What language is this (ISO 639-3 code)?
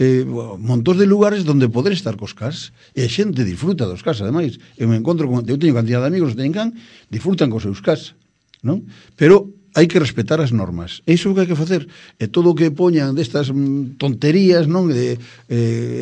glg